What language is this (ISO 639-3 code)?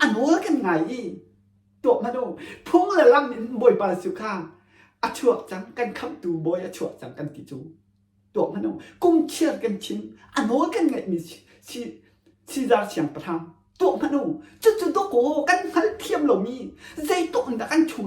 cnh